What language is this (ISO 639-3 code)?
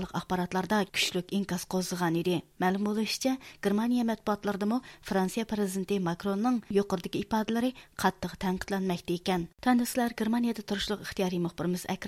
uig